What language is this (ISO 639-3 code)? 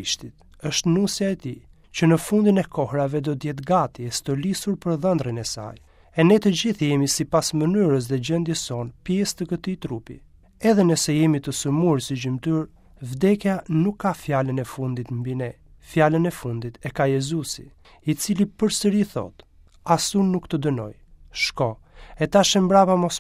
sqi